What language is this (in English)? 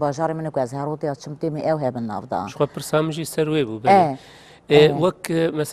Kurdish